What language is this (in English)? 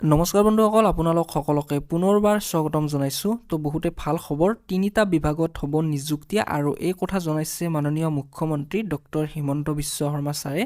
Assamese